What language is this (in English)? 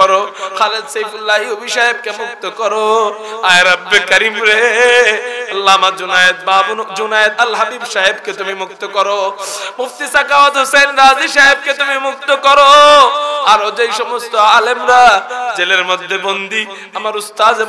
Bangla